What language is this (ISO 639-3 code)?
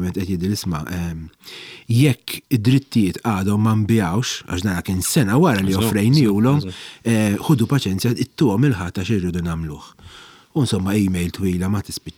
mlt